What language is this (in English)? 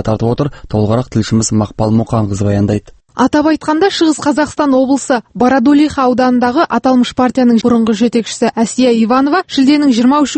Kazakh